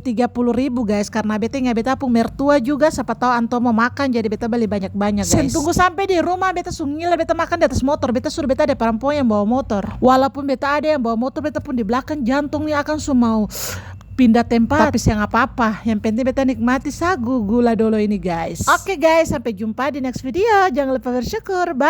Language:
Ambonese Malay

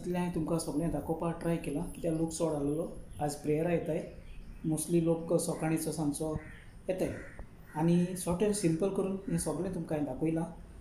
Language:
Konkani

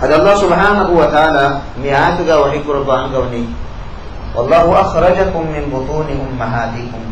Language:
Divehi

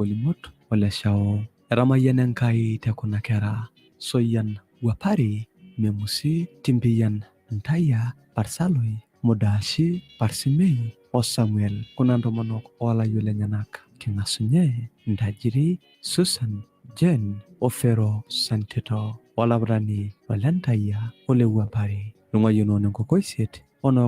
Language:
Masai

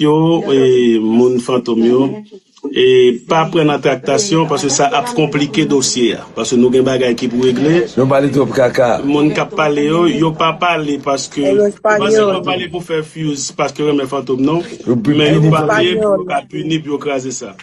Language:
Haitian Creole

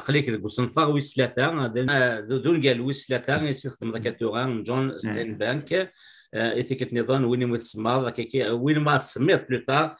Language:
Kabyle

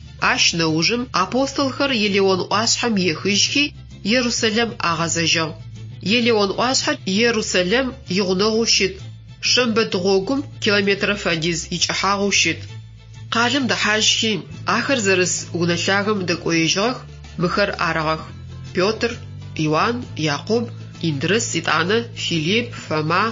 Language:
Adyghe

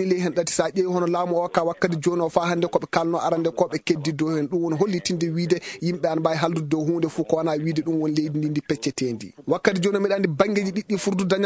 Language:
Fula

